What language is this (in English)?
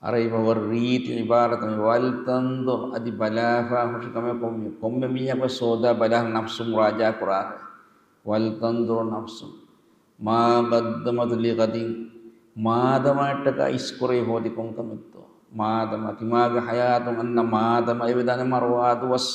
Divehi